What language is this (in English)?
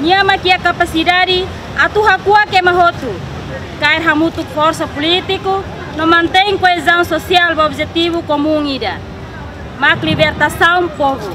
Tetum